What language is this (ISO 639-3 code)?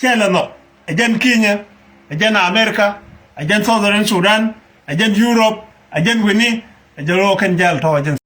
nus